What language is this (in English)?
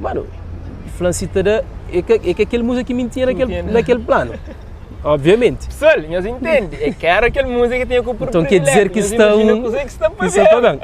Kabuverdianu